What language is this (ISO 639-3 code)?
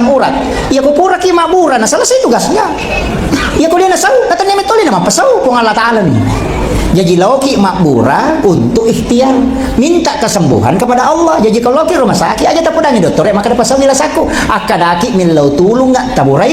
bug